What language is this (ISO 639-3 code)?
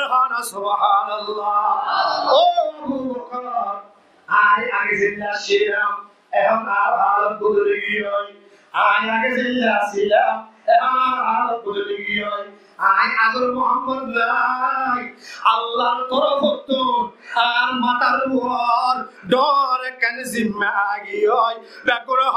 rhg